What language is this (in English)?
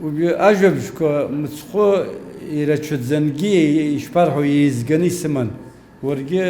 Abkhazian